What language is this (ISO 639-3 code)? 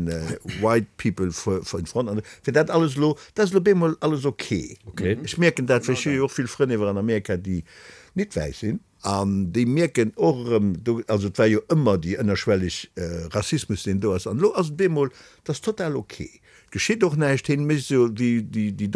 ltz